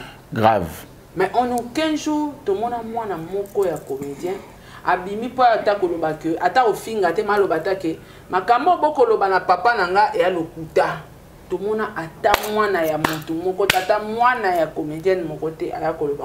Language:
Lingala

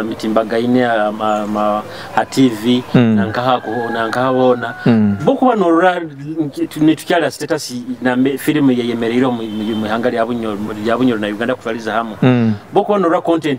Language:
Nyoro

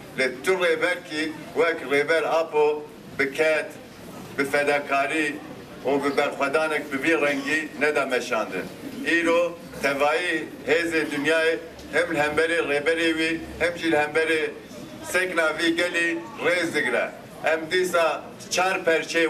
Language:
Kurdish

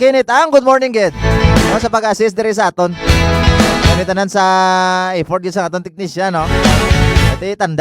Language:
Hiligaynon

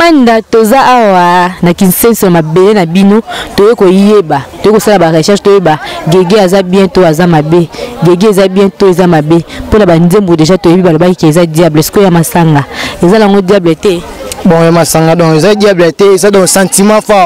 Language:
Lingala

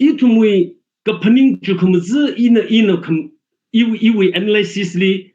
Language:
Tangkhul Naga (India)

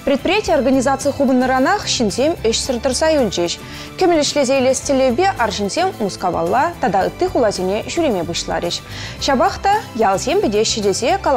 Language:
Chuvash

